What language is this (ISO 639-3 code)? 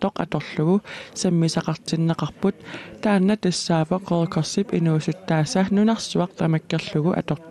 kal